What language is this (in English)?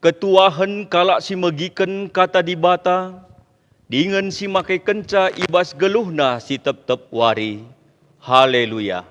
Batak Karo